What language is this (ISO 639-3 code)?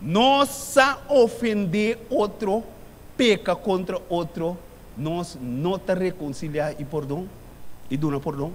pap